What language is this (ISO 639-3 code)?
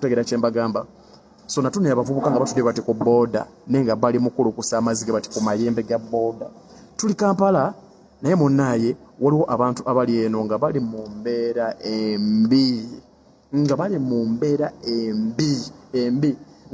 lug